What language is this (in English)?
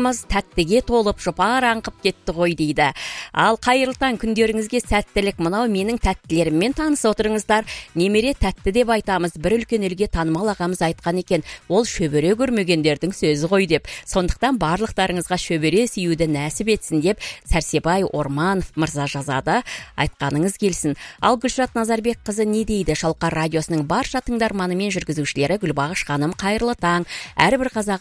Kazakh